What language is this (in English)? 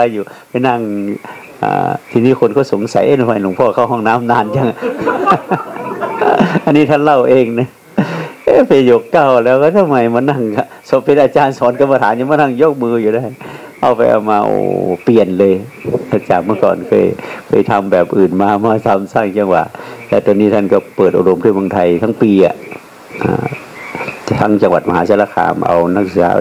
Thai